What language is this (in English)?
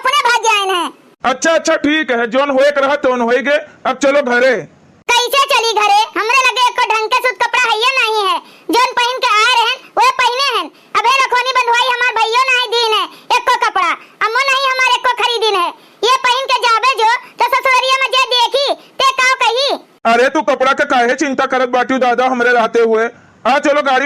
Awadhi